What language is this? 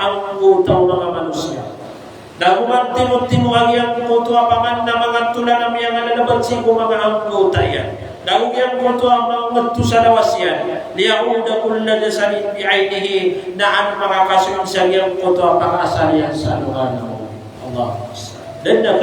Maranao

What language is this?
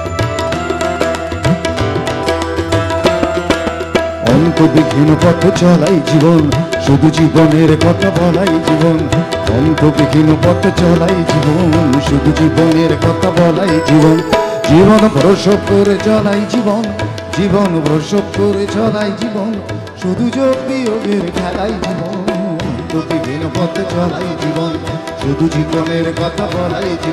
Bangla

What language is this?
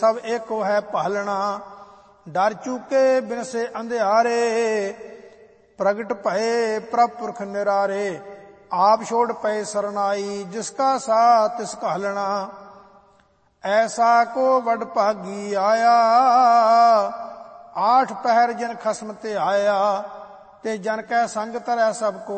Punjabi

